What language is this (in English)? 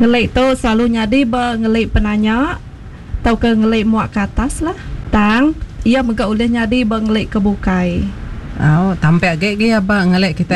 Iban